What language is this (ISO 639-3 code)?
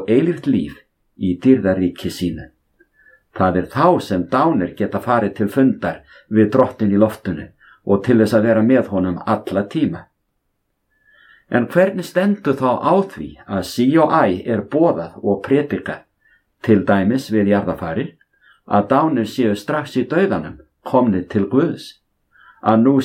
isl